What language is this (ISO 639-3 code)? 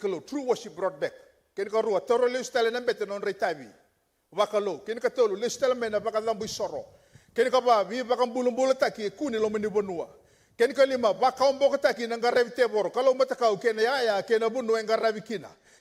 fij